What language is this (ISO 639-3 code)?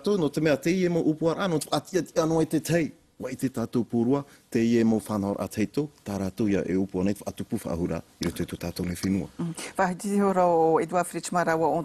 tah